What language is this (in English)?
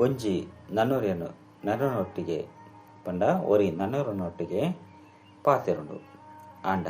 Tulu